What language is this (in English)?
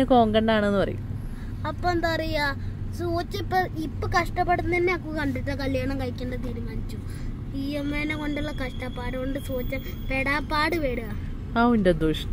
Malayalam